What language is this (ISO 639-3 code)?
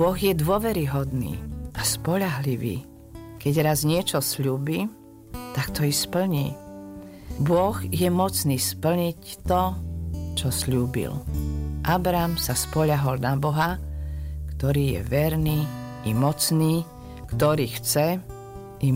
slk